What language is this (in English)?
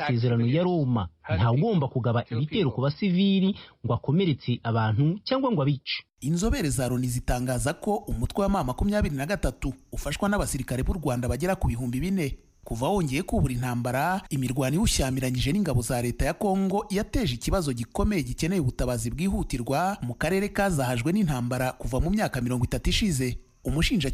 Kinyarwanda